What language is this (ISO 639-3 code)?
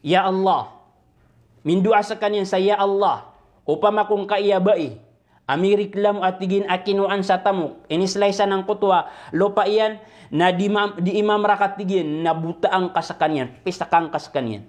mrw